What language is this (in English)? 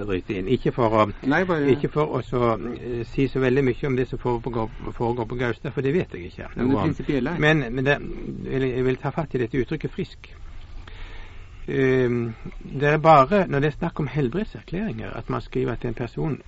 Norwegian